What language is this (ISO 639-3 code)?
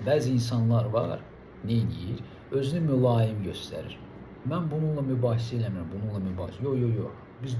aze